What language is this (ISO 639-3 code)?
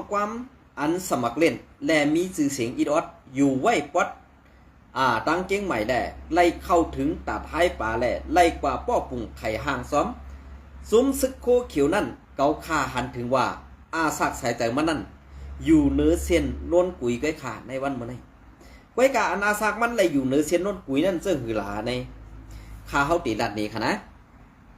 shn